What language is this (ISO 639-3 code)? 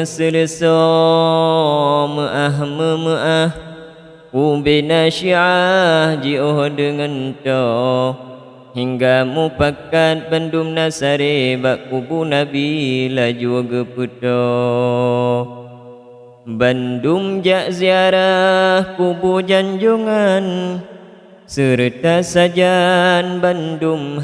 ace